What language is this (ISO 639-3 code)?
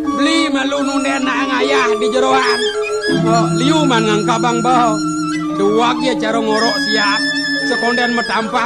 ban